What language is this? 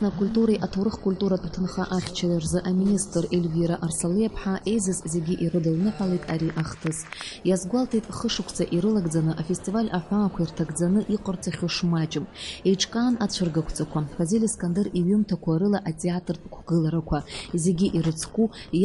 Abkhazian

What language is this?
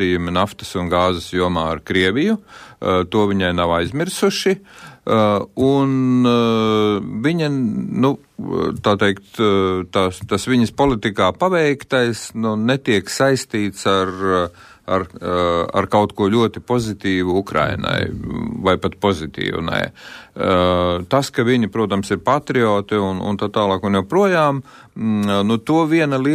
Latvian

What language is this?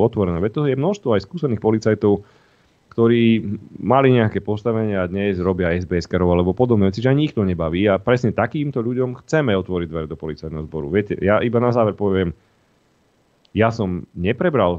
Slovak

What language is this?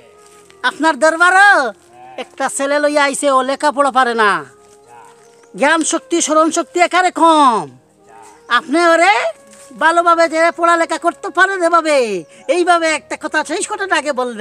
Sylheti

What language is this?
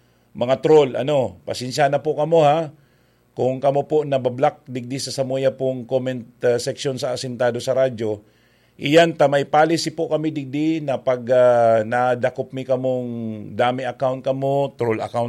Bikol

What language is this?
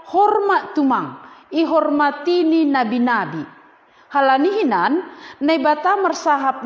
Batak Simalungun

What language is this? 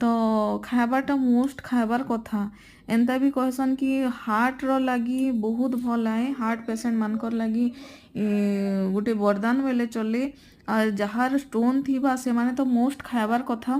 Sambalpuri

